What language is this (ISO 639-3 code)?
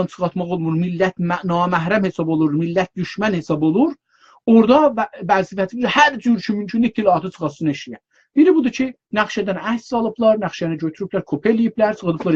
azb